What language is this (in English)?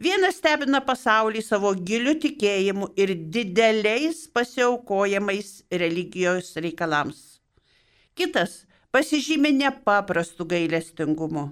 Lithuanian